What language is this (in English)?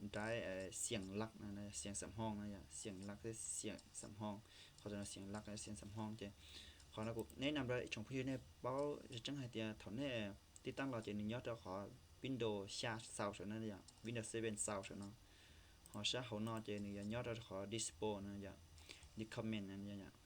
Hmong